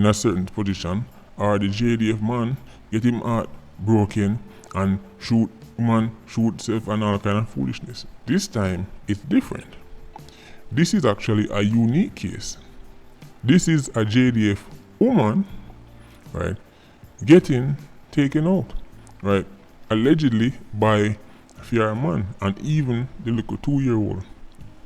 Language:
Jamaican Creole English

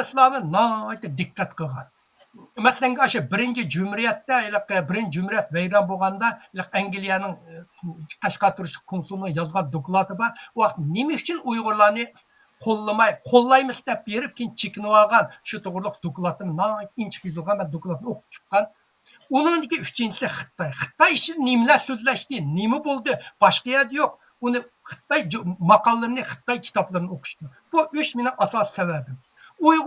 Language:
Uyghur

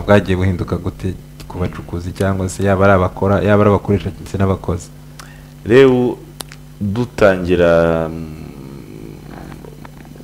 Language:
Kinyarwanda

